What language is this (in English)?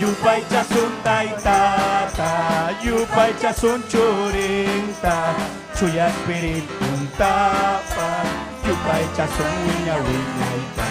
Ayacucho Quechua